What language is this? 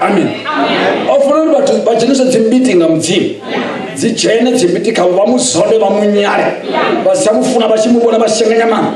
Venda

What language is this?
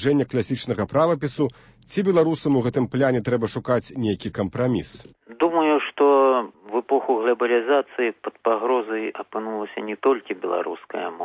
Belarusian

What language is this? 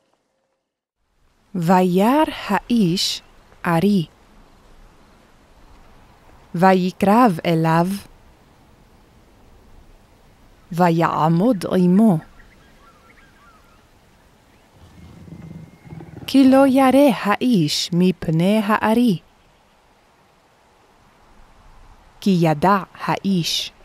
Hebrew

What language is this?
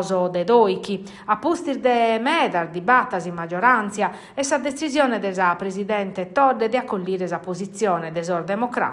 Sardinian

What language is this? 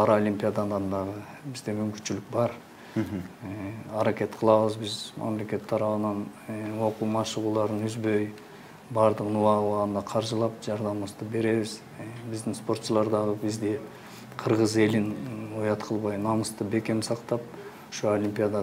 Kyrgyz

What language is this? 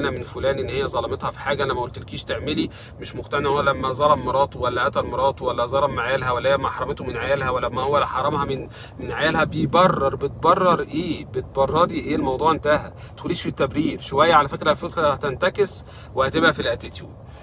Egyptian Arabic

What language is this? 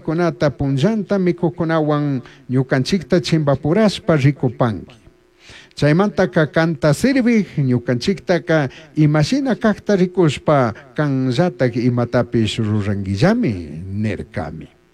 Chimborazo Highland Quichua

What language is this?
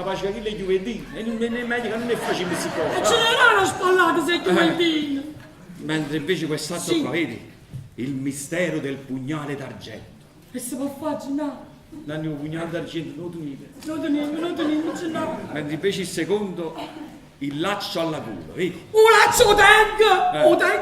Neapolitan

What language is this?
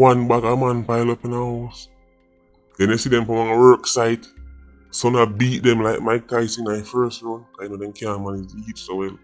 Jamaican Creole English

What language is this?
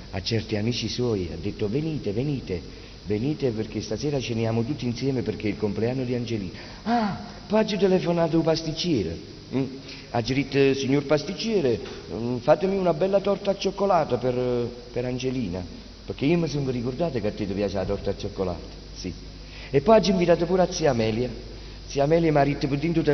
Neapolitan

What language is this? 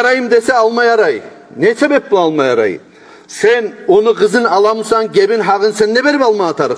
Kumyk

